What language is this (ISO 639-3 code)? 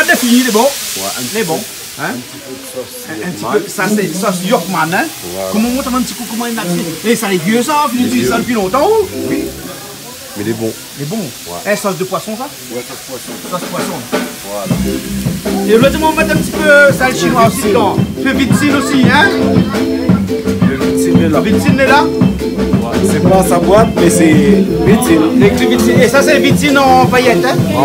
rcf